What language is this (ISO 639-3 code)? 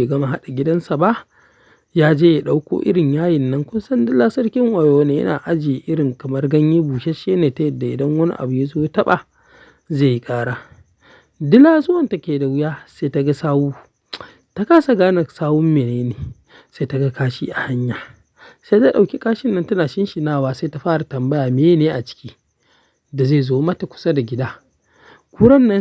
hau